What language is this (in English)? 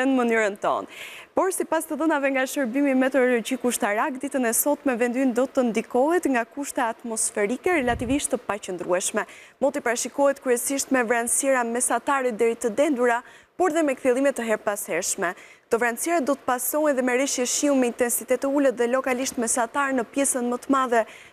Albanian